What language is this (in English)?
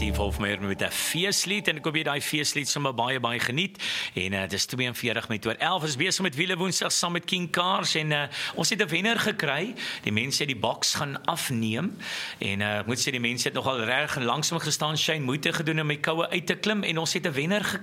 Afrikaans